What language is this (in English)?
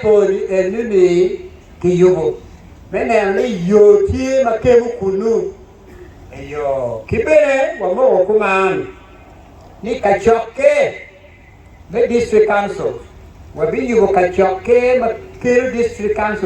Acoli